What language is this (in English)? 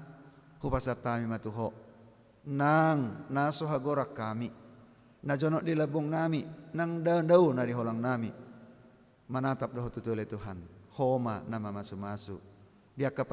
Batak Toba